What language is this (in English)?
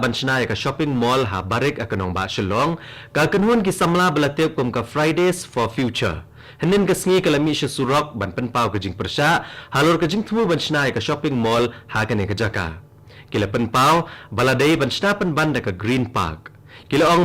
Khasi